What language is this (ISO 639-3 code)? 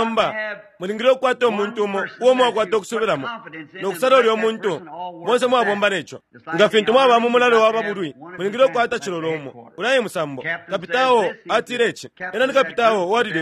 bem